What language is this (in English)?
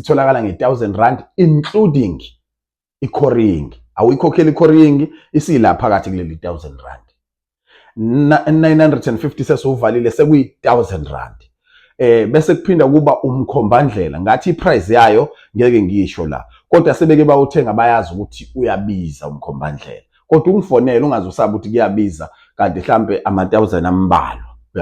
Zulu